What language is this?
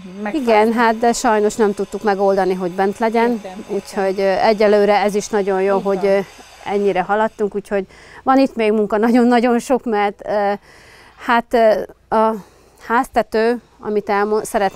Hungarian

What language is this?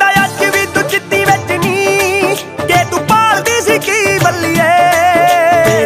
Punjabi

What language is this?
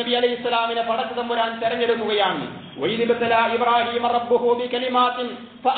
Malayalam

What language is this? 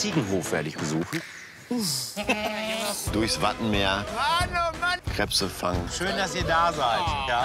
German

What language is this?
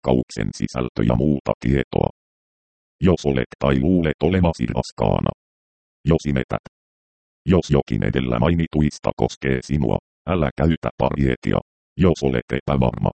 Finnish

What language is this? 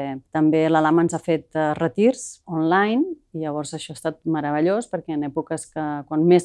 Catalan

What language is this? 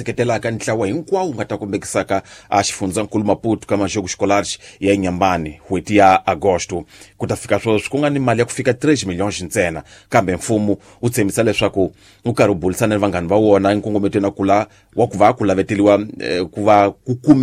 Tsonga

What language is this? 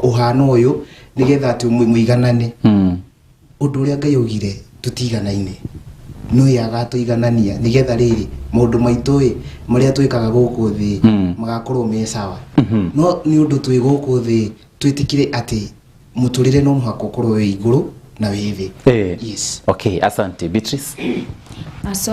Kikuyu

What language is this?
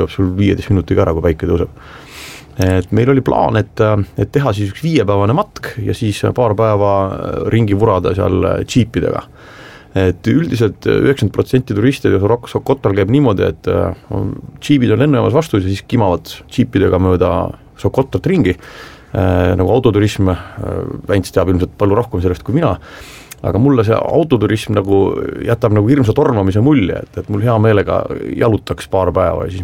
Estonian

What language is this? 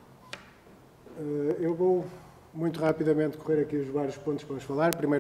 Portuguese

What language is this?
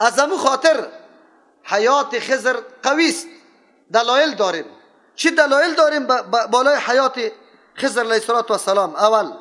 Persian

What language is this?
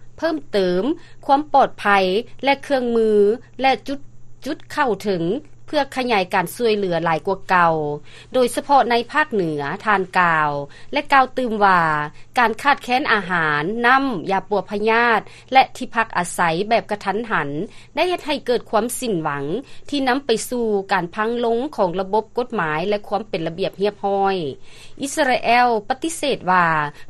Lao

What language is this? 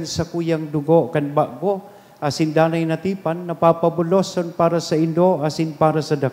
Bikol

